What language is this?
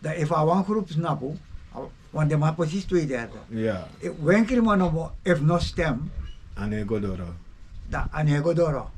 Sranan Tongo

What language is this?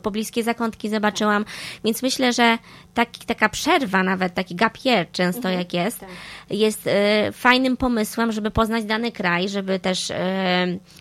Polish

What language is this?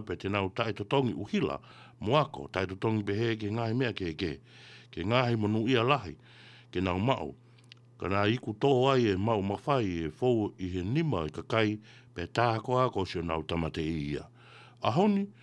Tongan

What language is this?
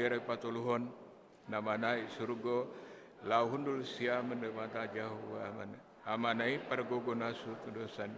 Batak Toba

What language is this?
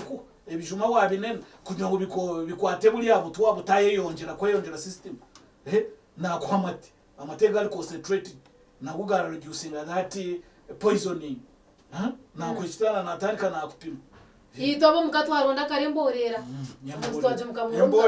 Nyankole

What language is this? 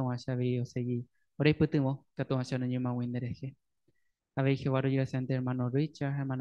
Guarani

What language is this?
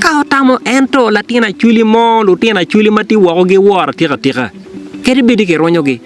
Acoli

